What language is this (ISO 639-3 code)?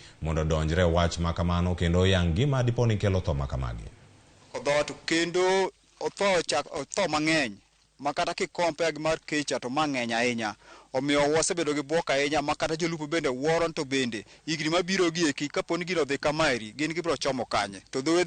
luo